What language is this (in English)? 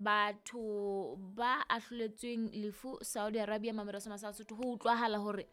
Southern Sotho